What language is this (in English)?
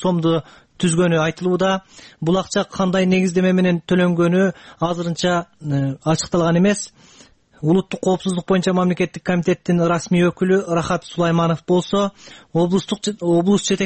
Kyrgyz